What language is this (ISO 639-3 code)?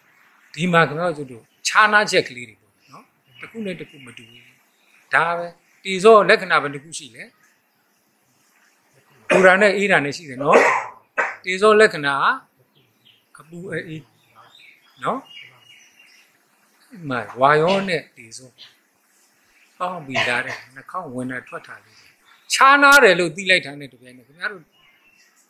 mya